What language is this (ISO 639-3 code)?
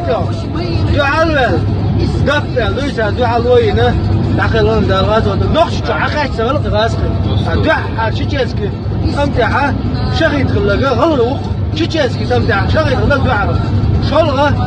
che